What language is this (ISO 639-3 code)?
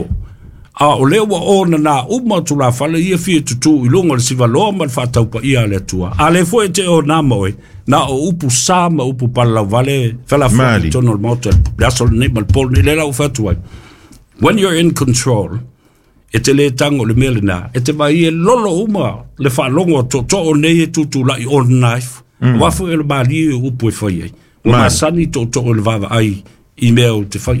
smo